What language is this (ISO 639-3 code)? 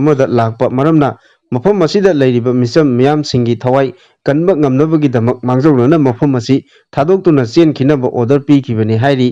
mni